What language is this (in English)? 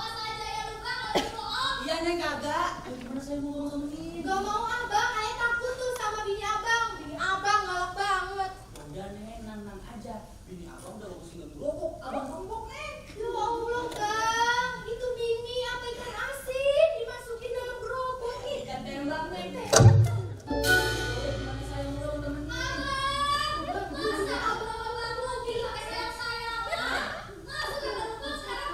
Betawi